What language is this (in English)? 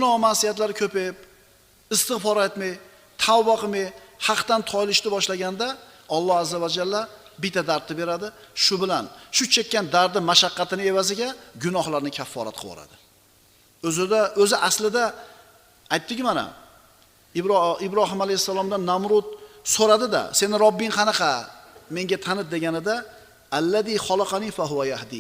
Uzbek